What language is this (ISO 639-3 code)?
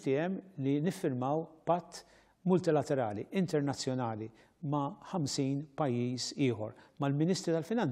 mlt